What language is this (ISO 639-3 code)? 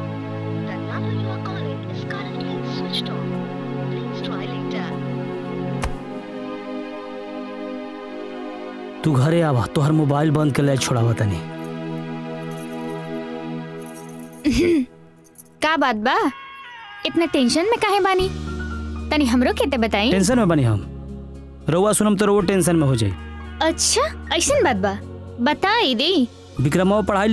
bho